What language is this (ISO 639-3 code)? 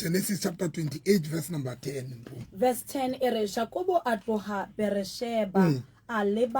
sot